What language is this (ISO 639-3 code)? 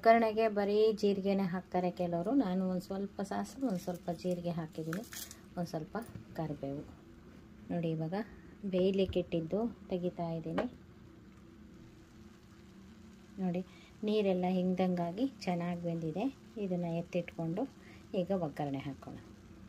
kan